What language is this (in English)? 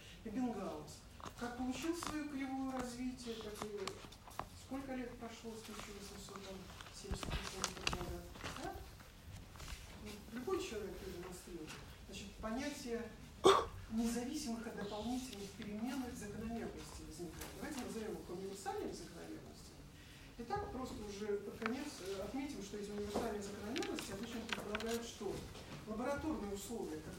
Russian